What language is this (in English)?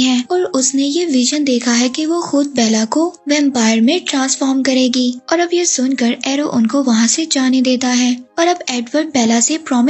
Hindi